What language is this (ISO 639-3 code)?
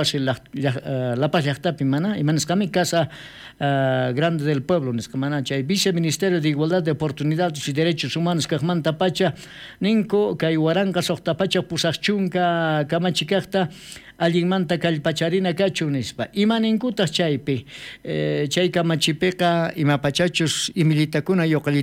quh